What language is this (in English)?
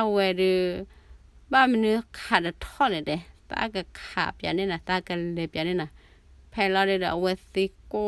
S'gaw Karen